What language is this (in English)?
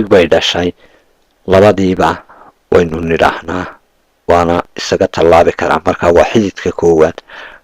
Somali